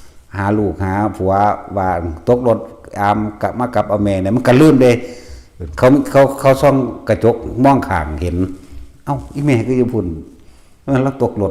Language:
Northeastern Thai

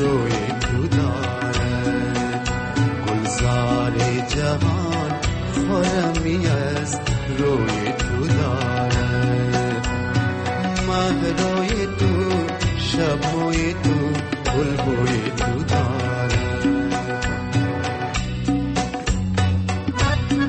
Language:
Persian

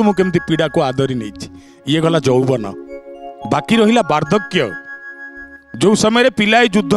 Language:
Odia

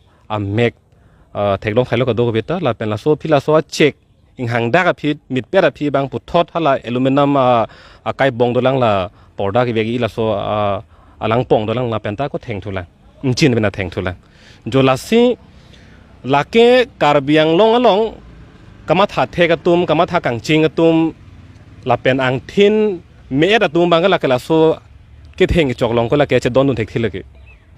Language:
Karbi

